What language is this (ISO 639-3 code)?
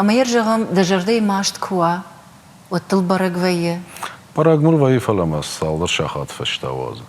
oss